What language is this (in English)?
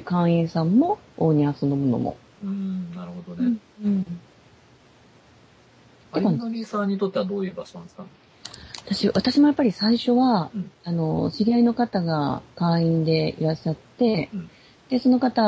Japanese